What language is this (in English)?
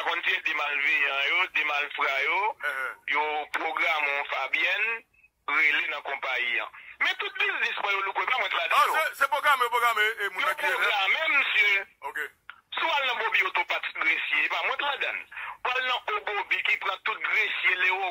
Haitian Creole